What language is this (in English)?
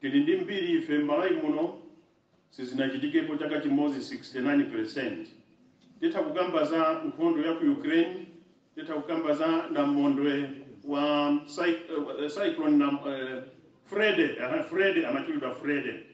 Nyanja